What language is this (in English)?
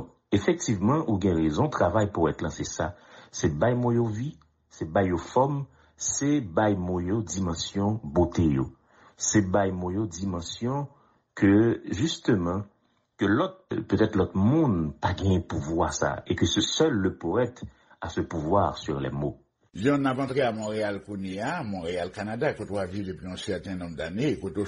Haitian Creole